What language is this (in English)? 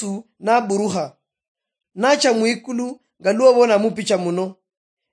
Luyia